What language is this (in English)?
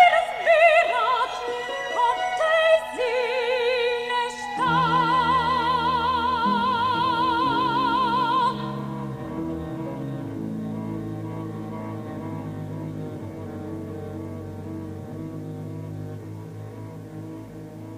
Bulgarian